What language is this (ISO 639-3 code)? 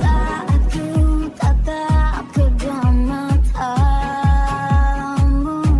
ind